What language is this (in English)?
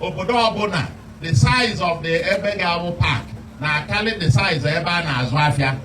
Igbo